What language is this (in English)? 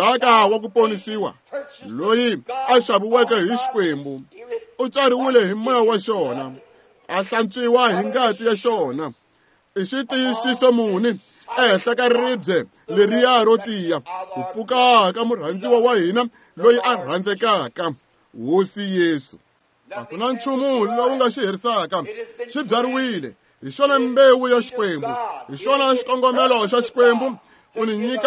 Tsonga